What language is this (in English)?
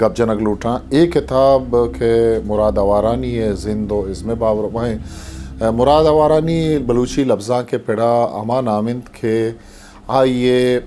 Eastern Balochi